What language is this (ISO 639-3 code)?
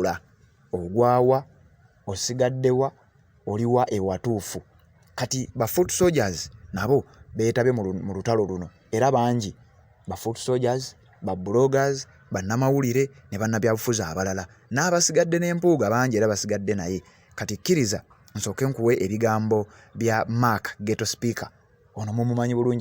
lug